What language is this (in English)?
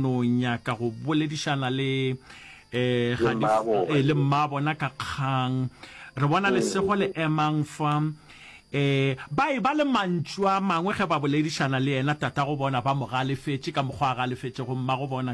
Northern Sotho